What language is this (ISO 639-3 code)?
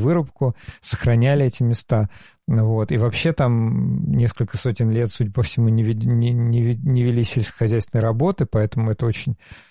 rus